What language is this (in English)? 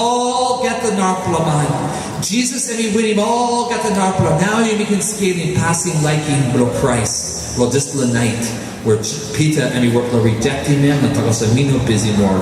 Tok Pisin